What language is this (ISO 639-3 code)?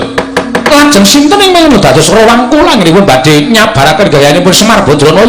jav